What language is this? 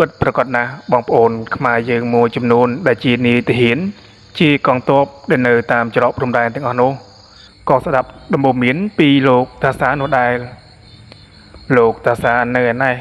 Khmer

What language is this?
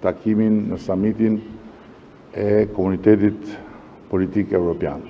Albanian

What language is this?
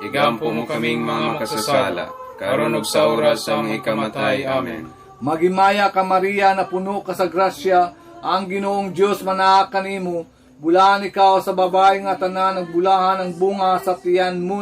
Cebuano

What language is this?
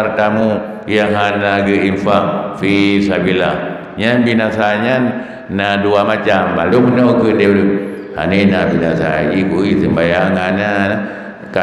Achinese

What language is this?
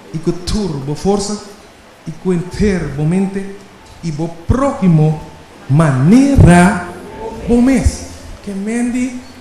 Papiamento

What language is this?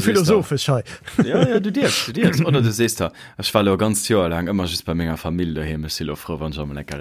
Luxembourgish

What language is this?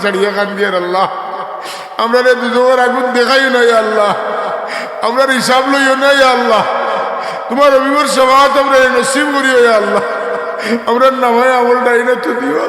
Sylheti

